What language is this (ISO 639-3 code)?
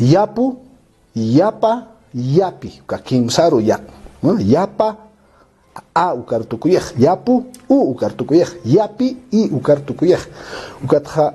aym